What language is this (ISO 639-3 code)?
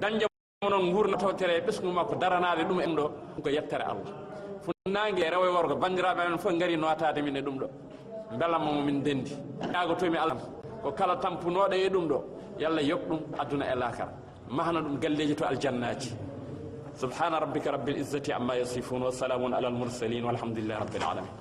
ful